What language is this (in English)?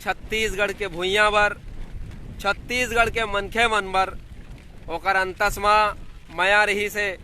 Chhattisgarhi